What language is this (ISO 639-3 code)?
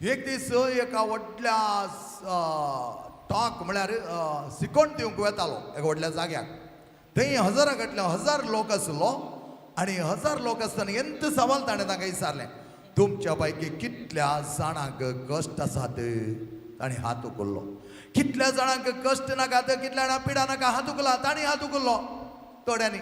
kok